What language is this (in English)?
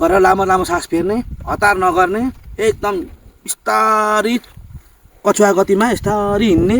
Nepali